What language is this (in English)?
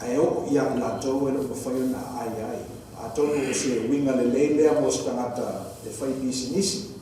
Samoan